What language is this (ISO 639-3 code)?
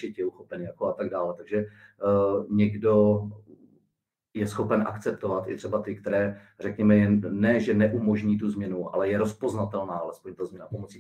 ces